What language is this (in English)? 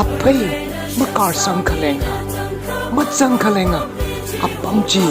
Tangkhul Naga (India)